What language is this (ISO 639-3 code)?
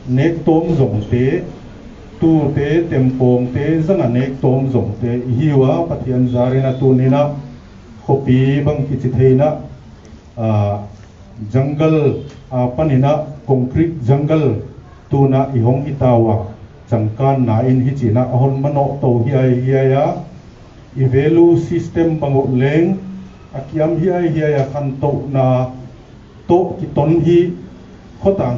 pck